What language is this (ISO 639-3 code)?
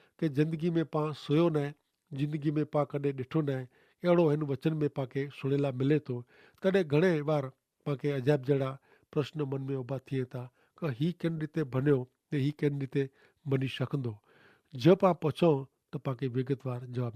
kfr